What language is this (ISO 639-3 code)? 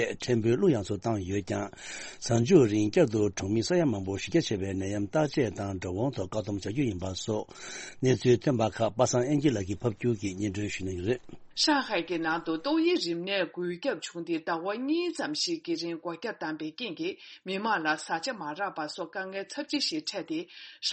bod